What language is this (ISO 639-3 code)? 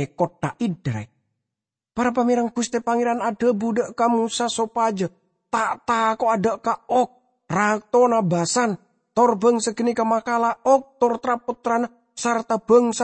mad